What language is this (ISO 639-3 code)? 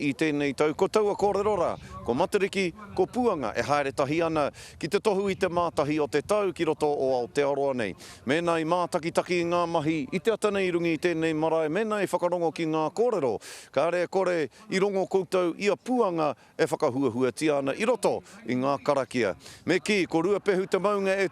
mri